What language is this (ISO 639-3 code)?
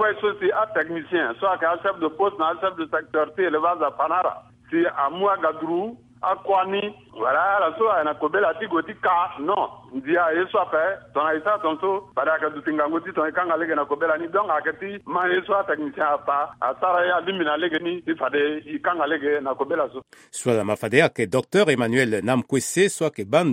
sag